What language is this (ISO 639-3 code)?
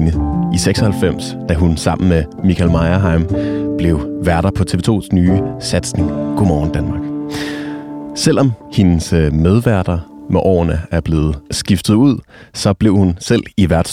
dan